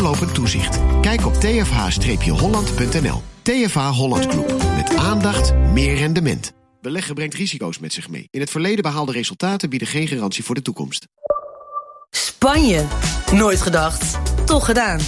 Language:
Dutch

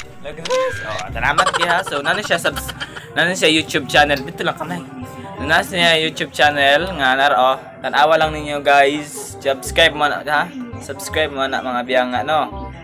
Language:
Cebuano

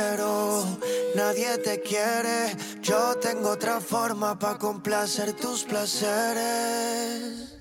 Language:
Spanish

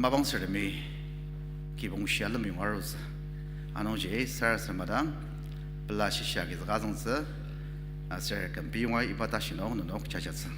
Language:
Ao Naga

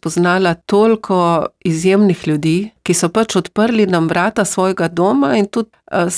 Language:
Slovenian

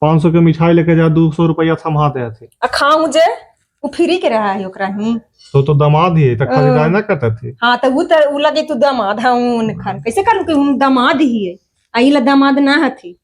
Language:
Magahi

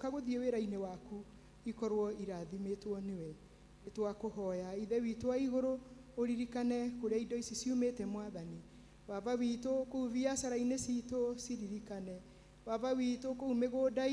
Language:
Kikuyu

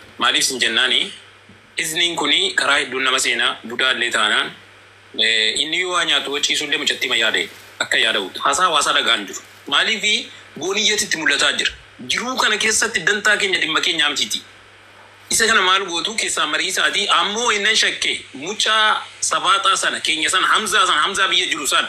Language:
Oromo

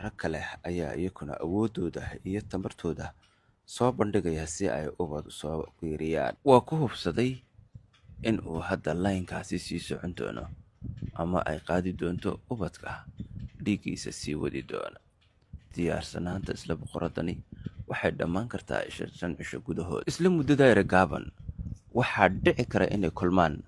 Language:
Somali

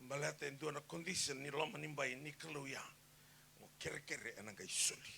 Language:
Fijian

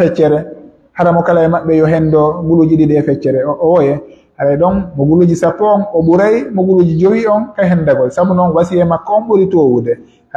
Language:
Pular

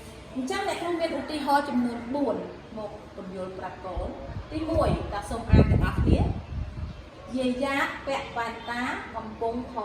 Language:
Khmer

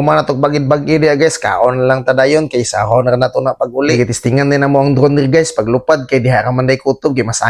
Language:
Cebuano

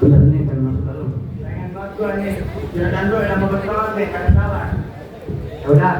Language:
Betawi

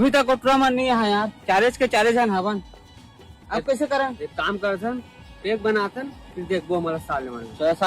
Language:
Chhattisgarhi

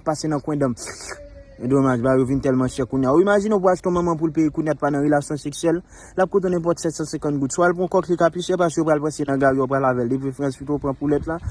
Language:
Haitian Creole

